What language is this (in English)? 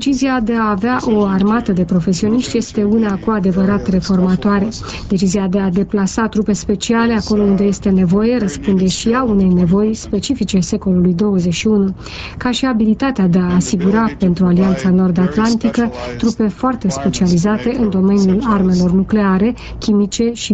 Romanian